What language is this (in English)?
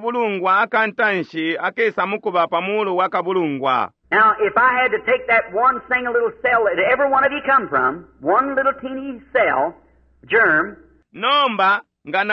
Bemba